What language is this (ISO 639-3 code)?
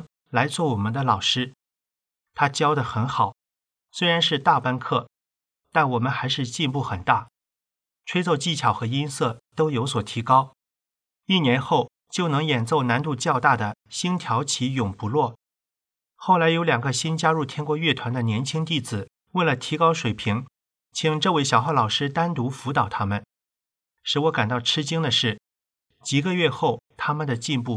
zho